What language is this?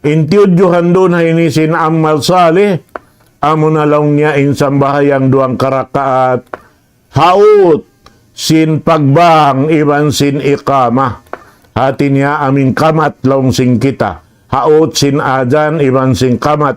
Tausug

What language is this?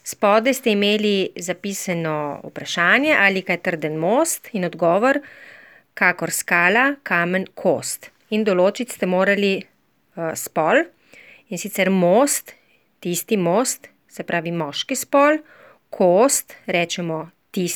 Slovenian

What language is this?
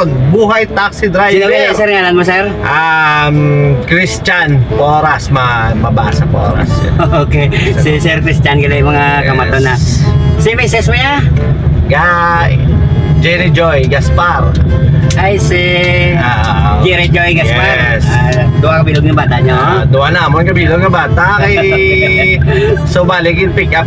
Hiligaynon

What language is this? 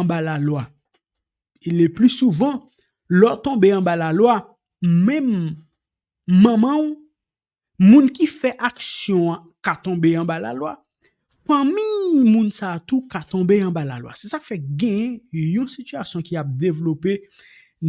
Haitian Creole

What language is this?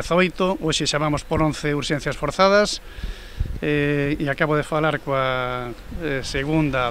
Galician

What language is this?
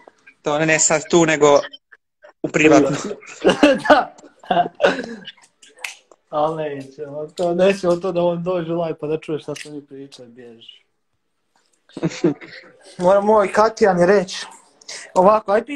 Croatian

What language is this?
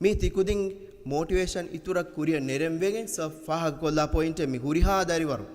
Divehi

